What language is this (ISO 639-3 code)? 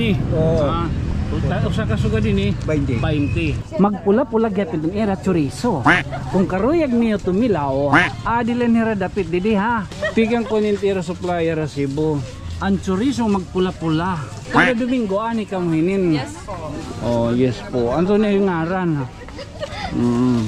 war